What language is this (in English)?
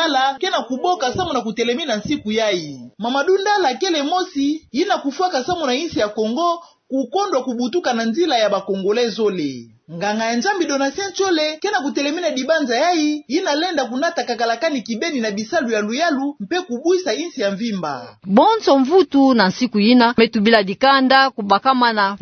Kituba (Democratic Republic of Congo)